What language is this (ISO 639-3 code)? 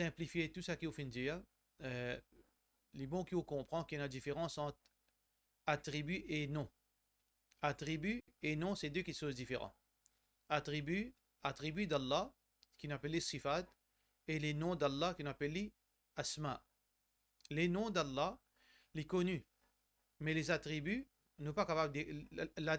mfe